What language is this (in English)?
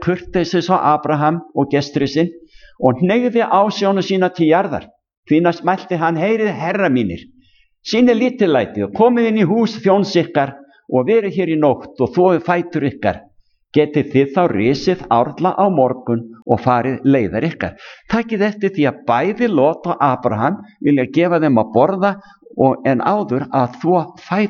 Icelandic